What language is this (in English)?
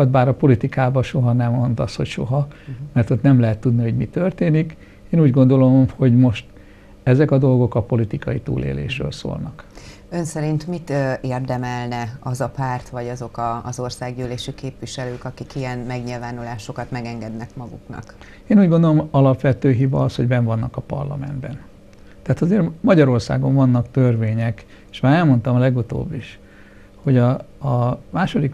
Hungarian